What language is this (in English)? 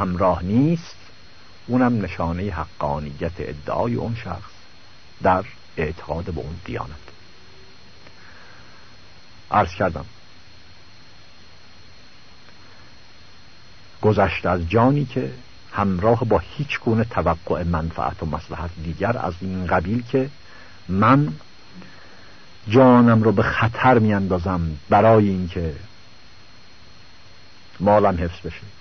Persian